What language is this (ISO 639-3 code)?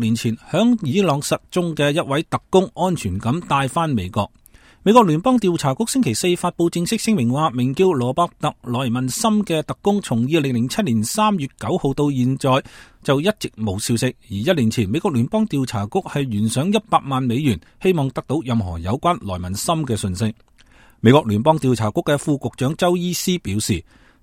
yue